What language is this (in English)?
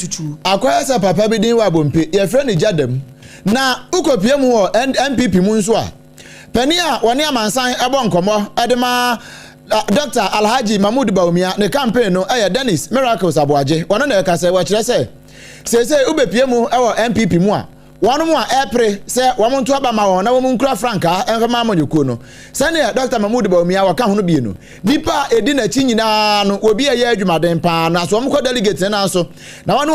Akan